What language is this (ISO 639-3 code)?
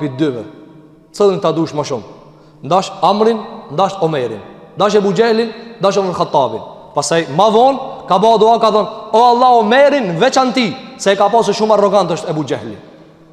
sqi